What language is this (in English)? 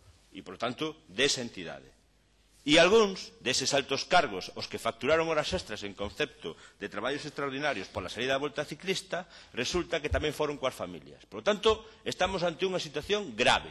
Galician